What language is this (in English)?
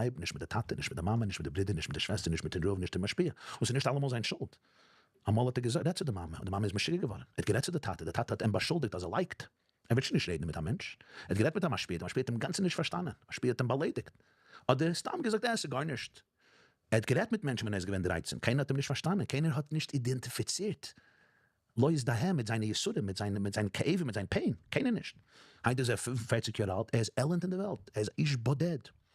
Yiddish